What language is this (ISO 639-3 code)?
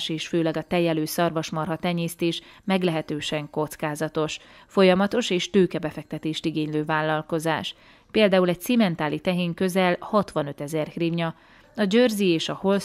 hun